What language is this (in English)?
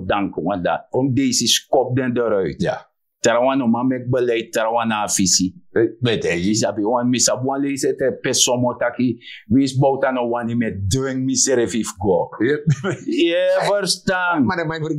Sranan Tongo